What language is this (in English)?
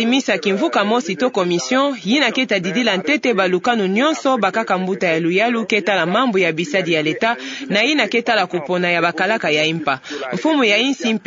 Kituba (Democratic Republic of Congo)